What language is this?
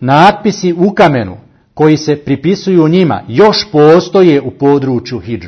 Bosnian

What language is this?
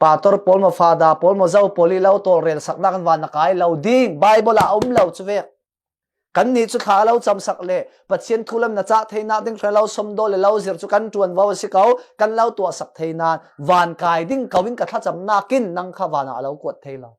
Falam Chin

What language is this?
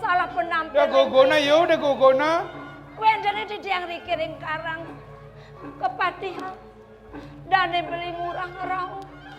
Balinese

